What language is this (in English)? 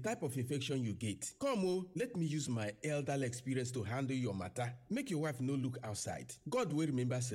Nigerian Pidgin